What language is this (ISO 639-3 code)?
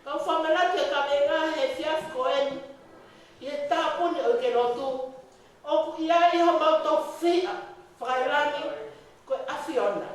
ton